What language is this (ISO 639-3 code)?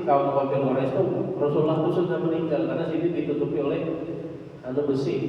bjn